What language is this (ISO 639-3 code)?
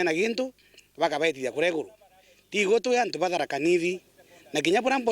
mer